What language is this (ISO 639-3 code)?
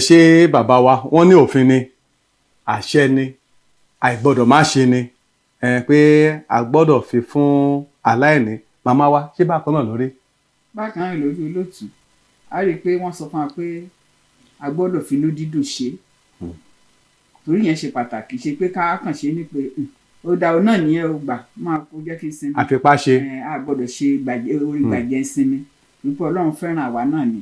yor